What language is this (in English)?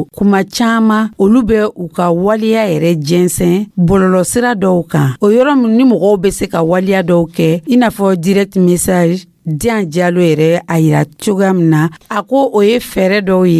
Dyula